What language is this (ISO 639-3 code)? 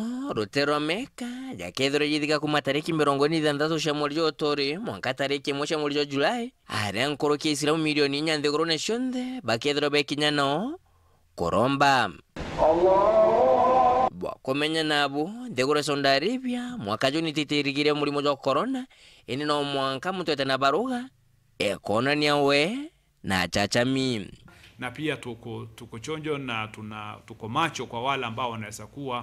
mer